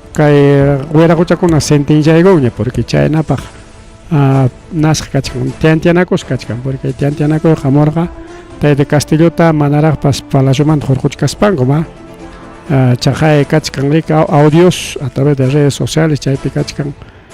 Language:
Ayacucho Quechua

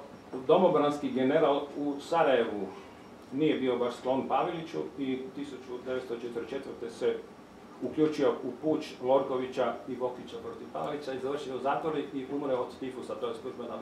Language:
Croatian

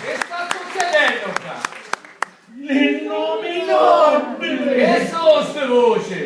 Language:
Sicilian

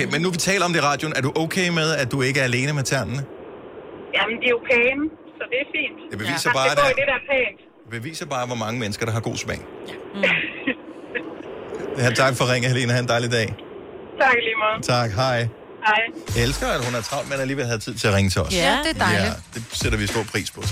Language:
Danish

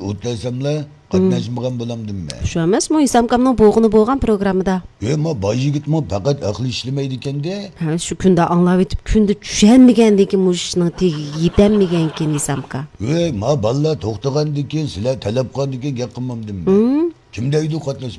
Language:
Uyghur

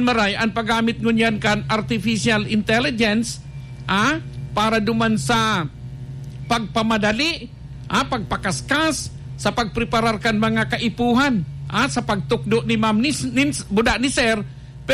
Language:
Bikol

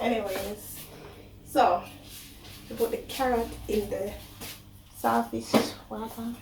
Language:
Jamaican Creole English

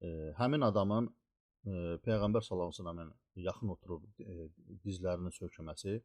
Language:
Azerbaijani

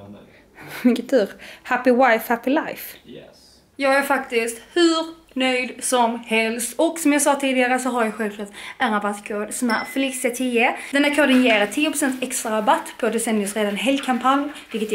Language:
Swedish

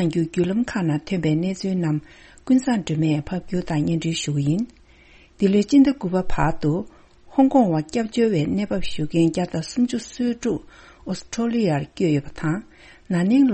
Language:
Tibetan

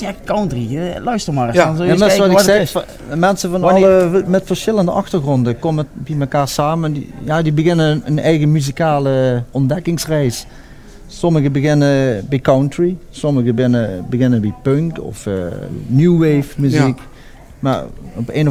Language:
Limburgish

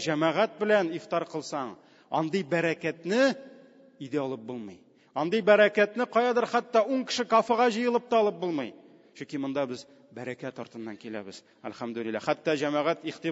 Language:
Tatar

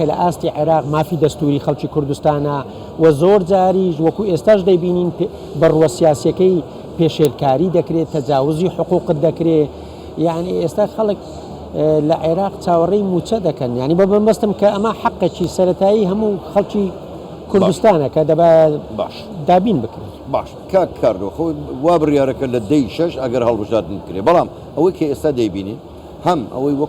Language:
Central Kurdish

